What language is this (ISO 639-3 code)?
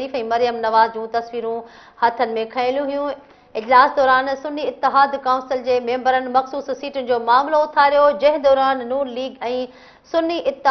snd